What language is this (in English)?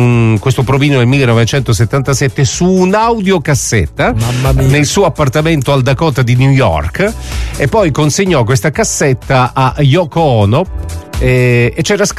Italian